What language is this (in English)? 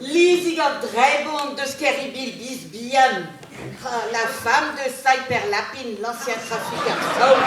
Breton